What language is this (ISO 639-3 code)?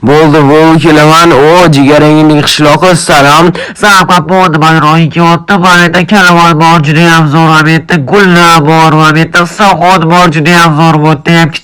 uzb